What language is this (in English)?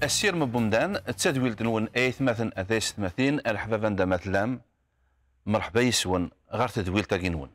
Kabyle